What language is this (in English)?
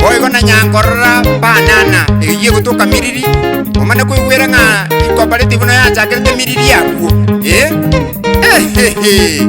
Gusii